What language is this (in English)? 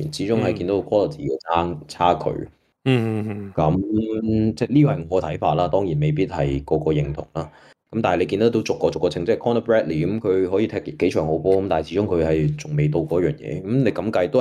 Cantonese